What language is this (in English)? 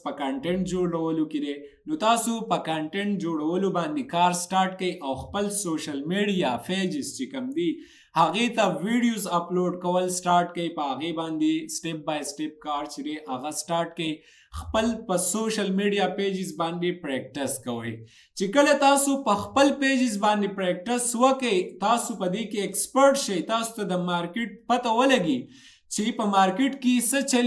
Pashto